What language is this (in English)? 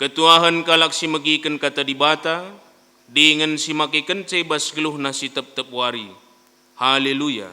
Batak Karo